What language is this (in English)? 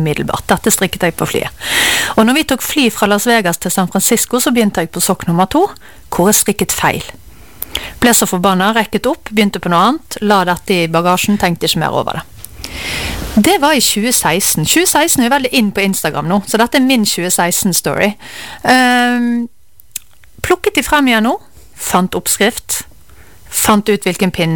Norwegian